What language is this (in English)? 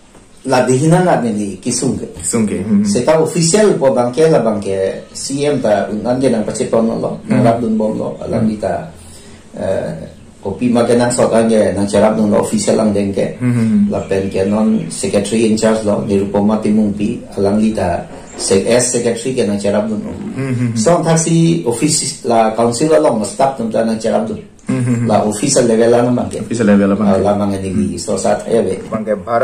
Karbi